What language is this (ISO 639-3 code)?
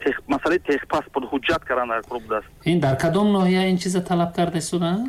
tgk